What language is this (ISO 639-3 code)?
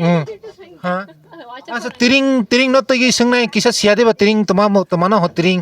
trp